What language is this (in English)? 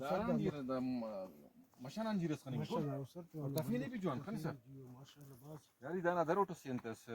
Brahui